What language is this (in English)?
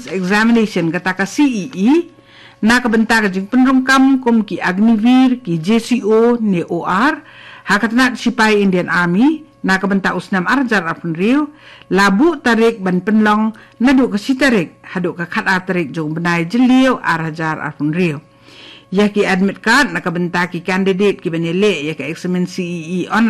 Khasi